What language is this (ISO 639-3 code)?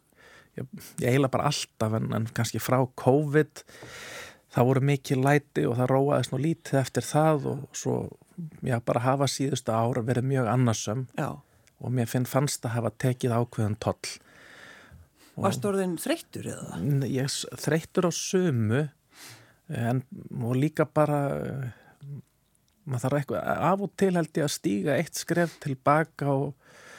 isl